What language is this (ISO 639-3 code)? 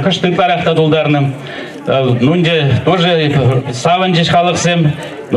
chv